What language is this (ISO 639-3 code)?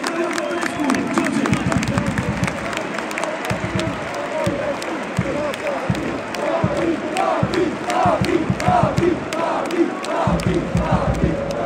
ron